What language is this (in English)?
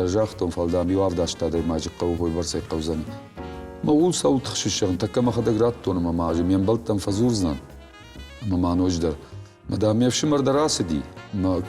Ossetic